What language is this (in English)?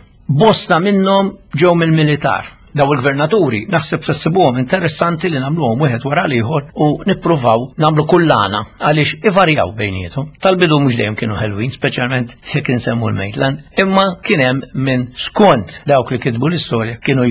Maltese